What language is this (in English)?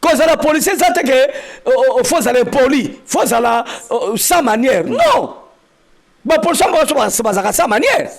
Lingala